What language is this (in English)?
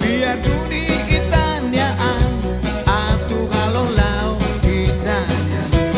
Tetum